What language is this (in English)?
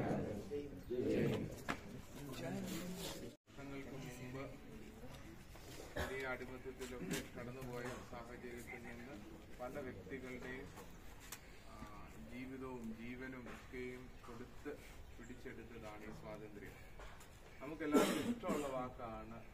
Malayalam